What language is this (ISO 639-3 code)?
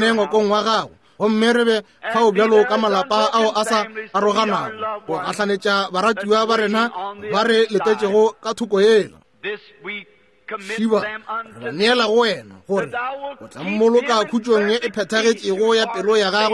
nso